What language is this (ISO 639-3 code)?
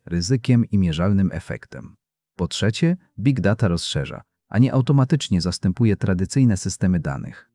pol